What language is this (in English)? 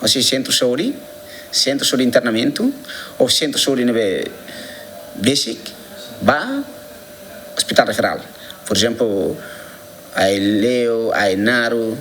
Tetum